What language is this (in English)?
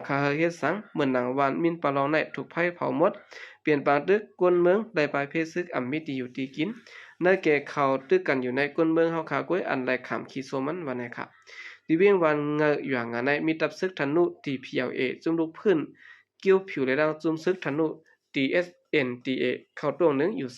Shan